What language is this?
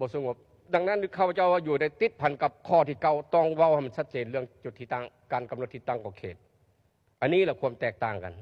Lao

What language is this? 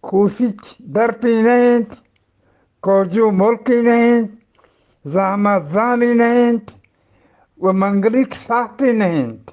Eastern Balochi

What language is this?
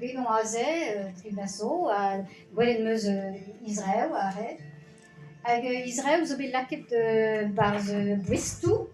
Breton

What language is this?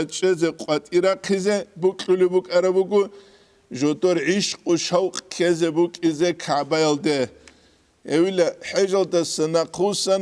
Avaric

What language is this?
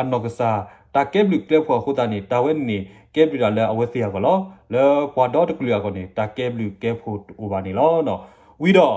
S'gaw Karen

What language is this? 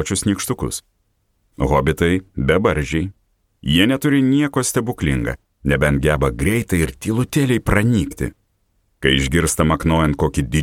Lithuanian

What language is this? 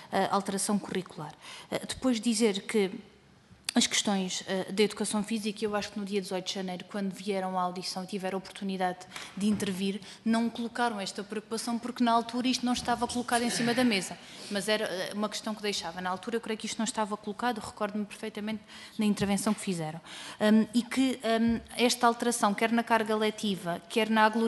Portuguese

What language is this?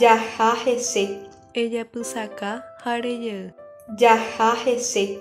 Guarani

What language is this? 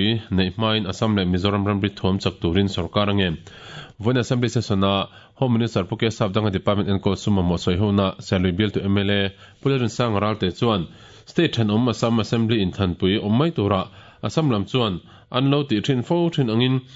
Mizo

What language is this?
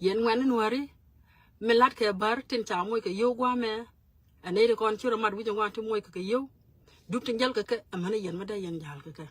Nuer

